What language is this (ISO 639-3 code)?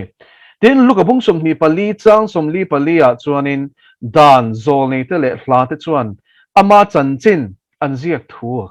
lus